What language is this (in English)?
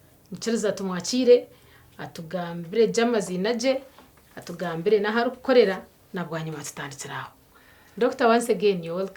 Nyankole